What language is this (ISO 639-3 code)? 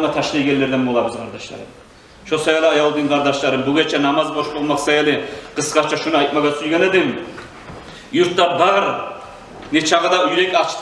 kum